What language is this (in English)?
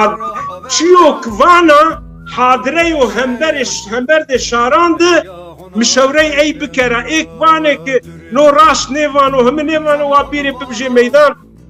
Zaza